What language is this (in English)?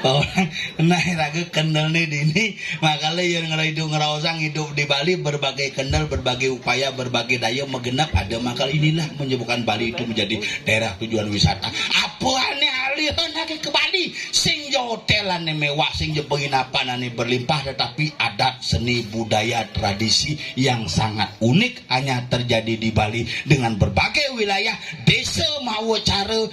Balinese